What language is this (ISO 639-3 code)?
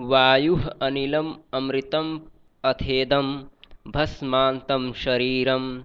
san